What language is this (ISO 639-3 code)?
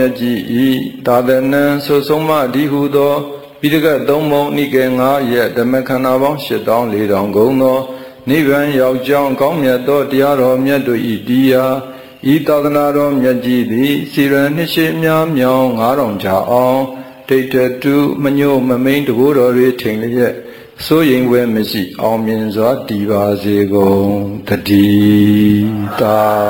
mya